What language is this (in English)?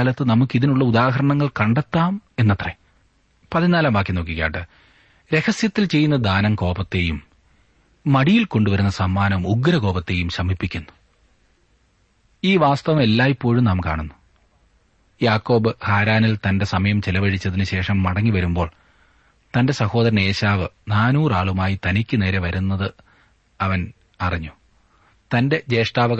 Malayalam